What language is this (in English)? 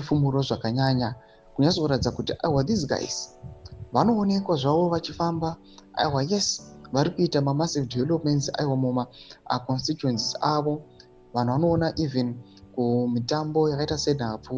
Shona